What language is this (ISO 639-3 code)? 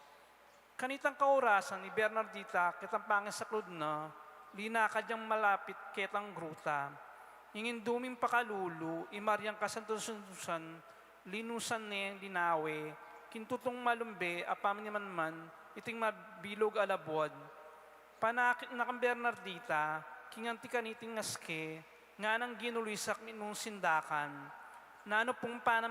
pam